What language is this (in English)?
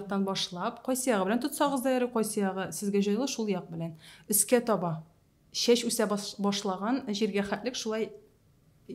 Tatar